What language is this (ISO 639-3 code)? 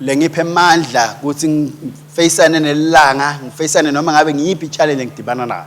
ssw